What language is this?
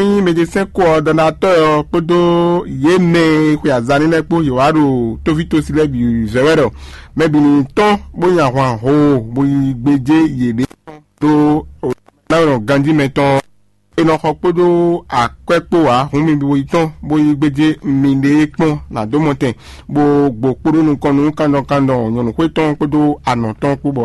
Fon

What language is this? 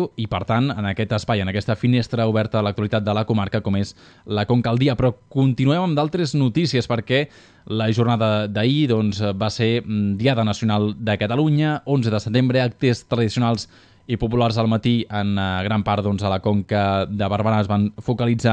Catalan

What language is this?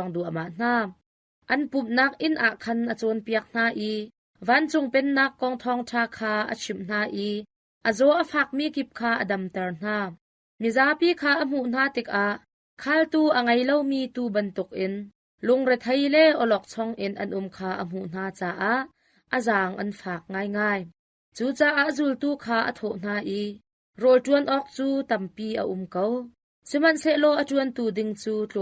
Hakha Chin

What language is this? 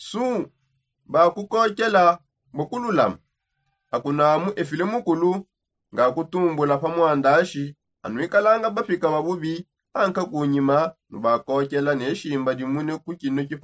Songe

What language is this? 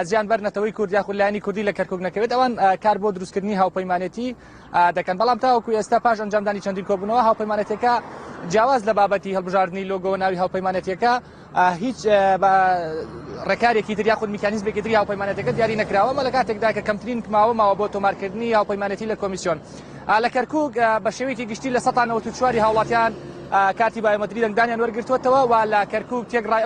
Central Kurdish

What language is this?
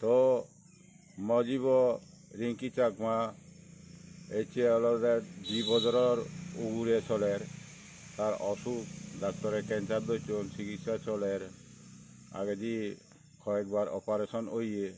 Chakma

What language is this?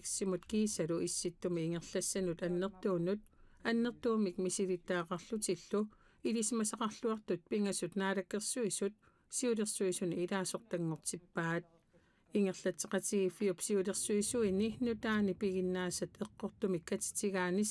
Kalaallisut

